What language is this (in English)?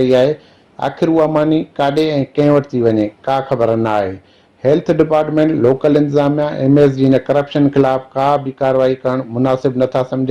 Sindhi